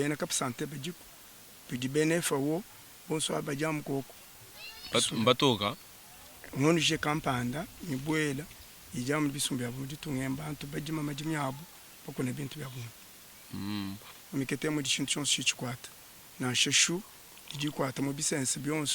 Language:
Luba-Lulua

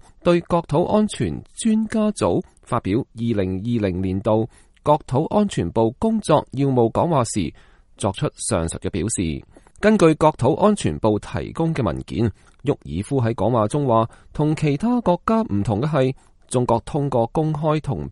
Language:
Cantonese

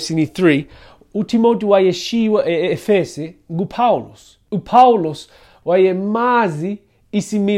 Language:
Xhosa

